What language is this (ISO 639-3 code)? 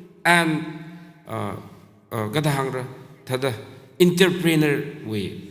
nmf